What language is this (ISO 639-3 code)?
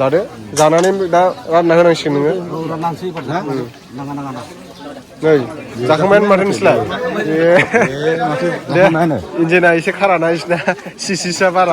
brx